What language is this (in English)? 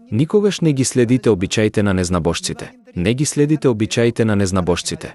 Macedonian